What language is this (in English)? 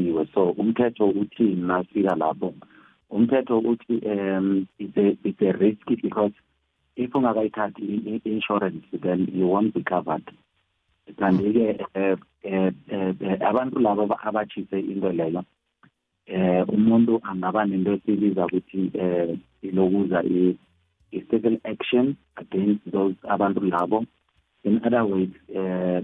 South Ndebele